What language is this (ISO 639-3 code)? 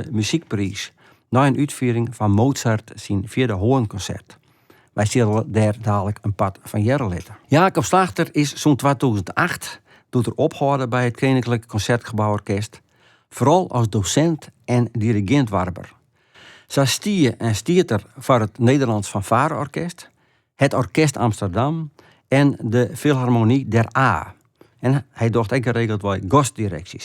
fry